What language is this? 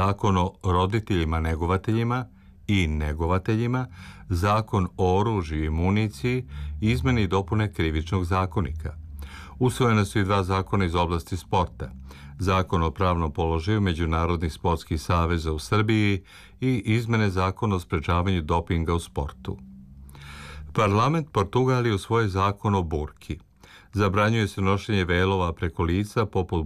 Serbian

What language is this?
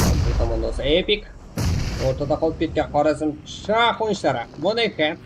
Kara-Kalpak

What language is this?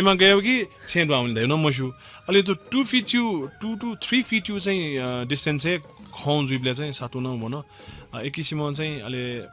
Newari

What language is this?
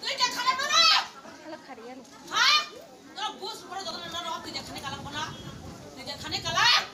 Kok Borok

